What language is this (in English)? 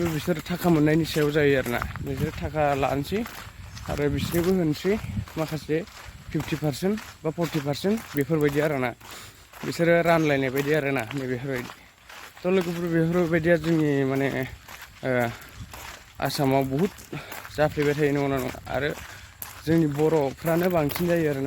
Bodo